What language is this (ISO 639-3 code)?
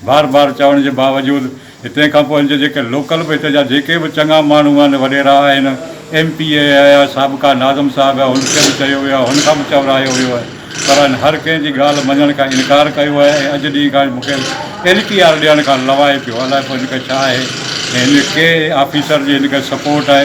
snd